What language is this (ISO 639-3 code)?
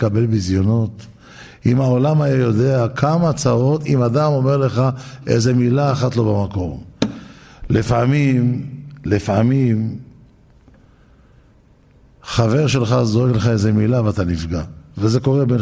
heb